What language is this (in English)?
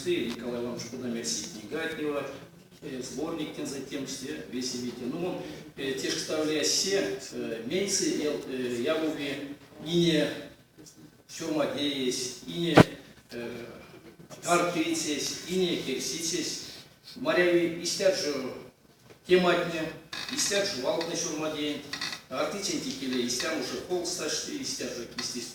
Erzya